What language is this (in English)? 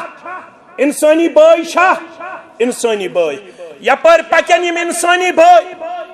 Kashmiri